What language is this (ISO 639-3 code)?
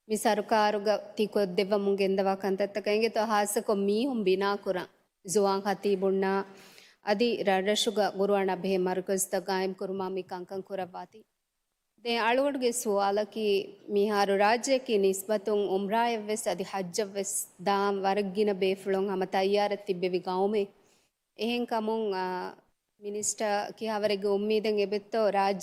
div